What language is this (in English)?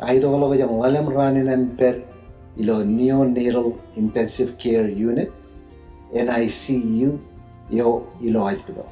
Marshallese